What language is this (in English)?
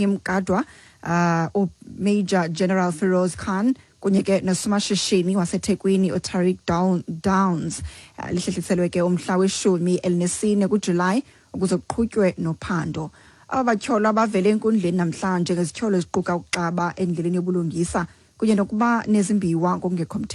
Xhosa